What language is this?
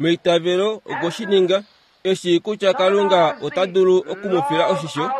Kuanyama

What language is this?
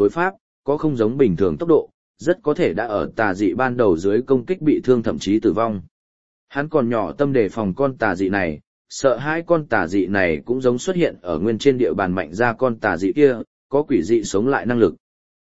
Vietnamese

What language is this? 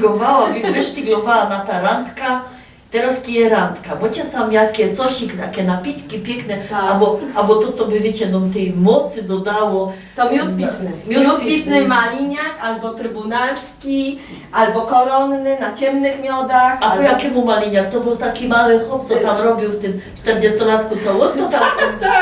Silesian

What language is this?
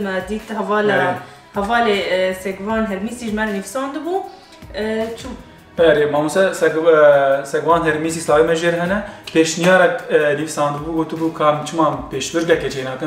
Kurdish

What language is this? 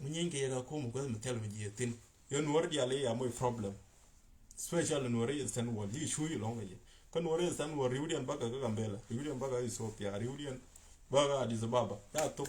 Nuer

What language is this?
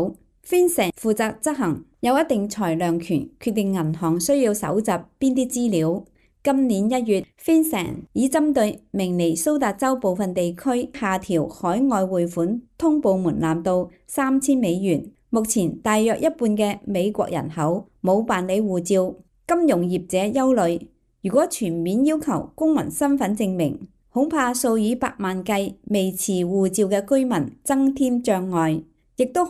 Cantonese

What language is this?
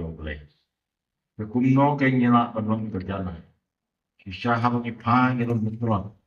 Khasi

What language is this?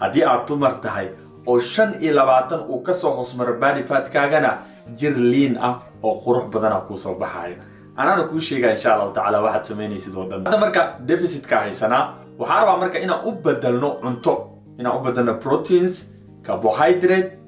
Somali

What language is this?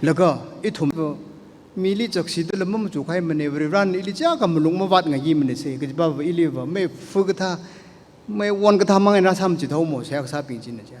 Tangkhul Naga (India)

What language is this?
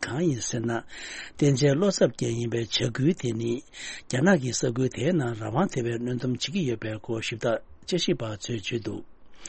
Tibetan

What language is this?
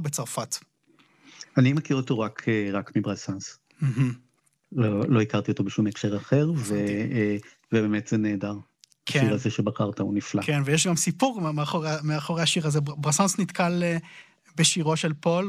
Hebrew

